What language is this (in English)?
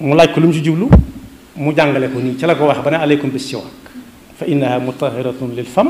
Wolof